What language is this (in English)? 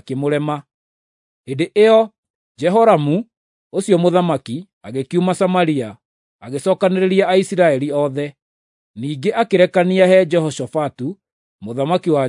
Kikuyu